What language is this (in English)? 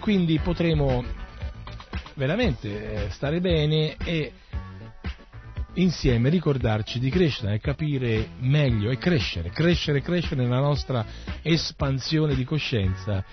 Italian